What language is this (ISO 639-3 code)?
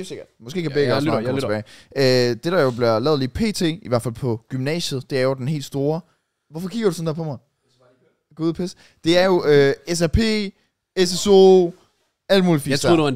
dan